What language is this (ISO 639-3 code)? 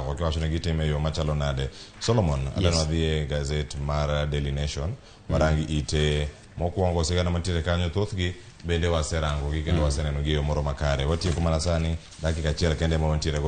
luo